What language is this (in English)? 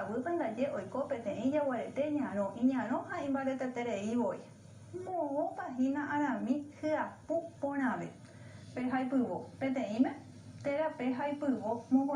Guarani